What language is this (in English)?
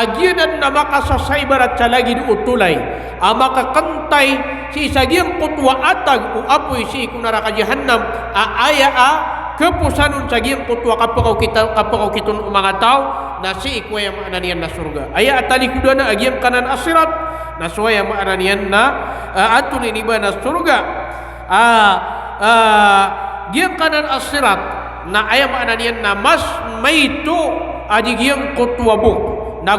Maranao